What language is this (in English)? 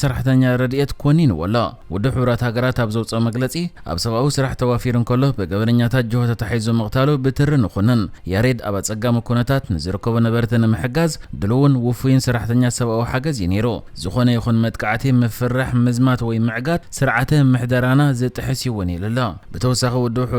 Tigrinya